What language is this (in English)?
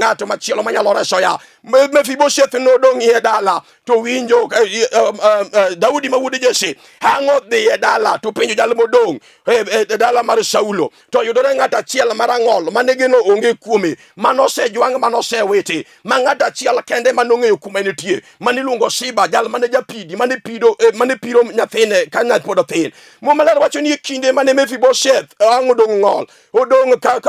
Luo (Kenya and Tanzania)